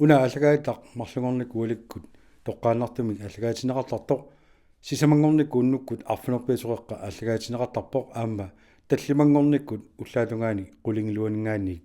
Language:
Kalaallisut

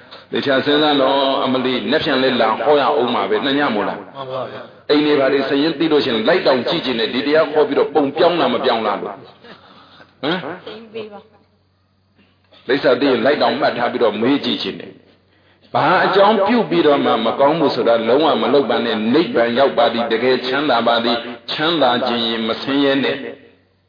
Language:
Burmese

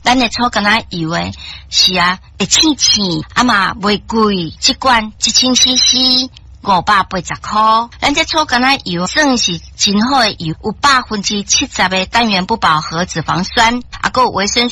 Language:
Min Nan Chinese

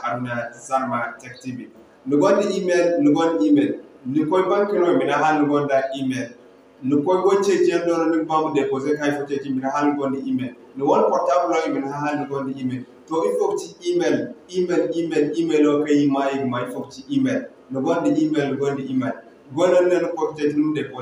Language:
Zarma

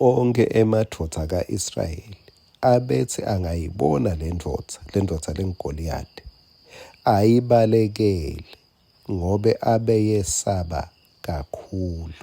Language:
Swati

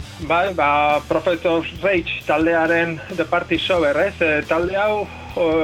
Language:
Basque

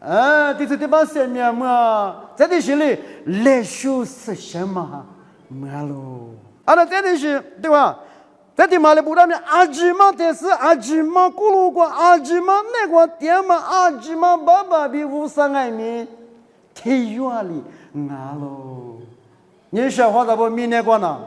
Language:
Lisu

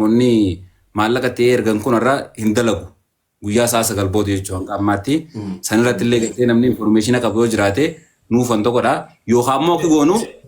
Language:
Oromo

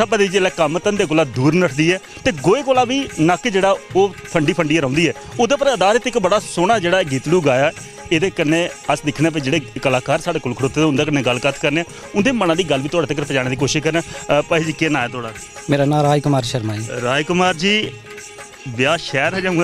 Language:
Dogri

